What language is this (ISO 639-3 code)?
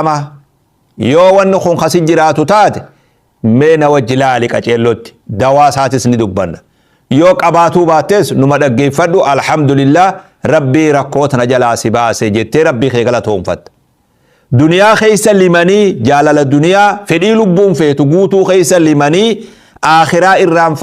orm